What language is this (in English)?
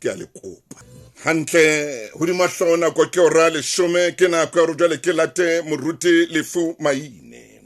Southern Sotho